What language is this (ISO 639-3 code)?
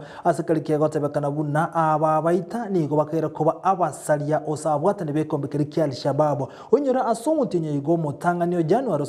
guz